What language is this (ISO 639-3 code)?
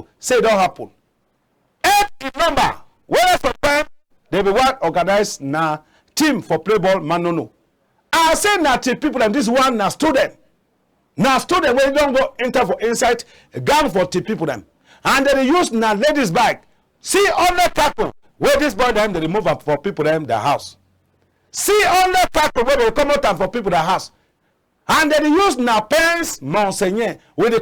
wes